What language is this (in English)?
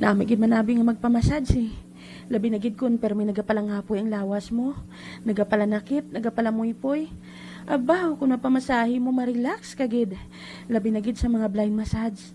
Hiligaynon